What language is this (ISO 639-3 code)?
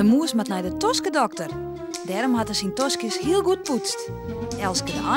fry